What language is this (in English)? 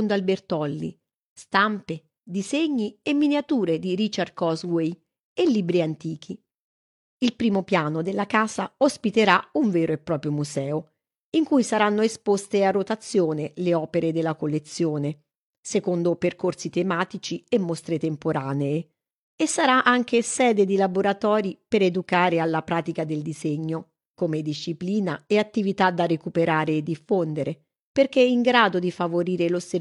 Italian